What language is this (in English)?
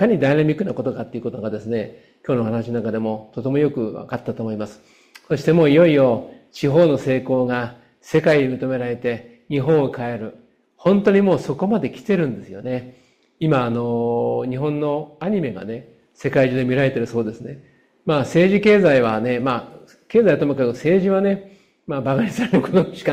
Japanese